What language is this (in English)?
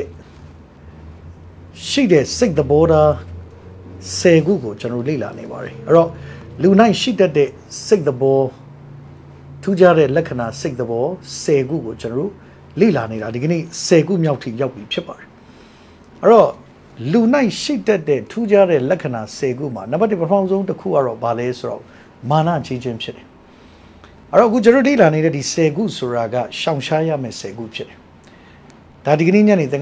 Burmese